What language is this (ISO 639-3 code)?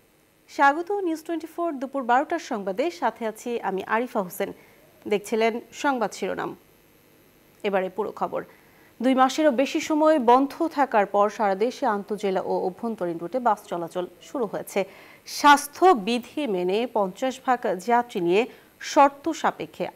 ben